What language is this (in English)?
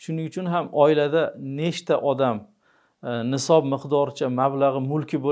Uzbek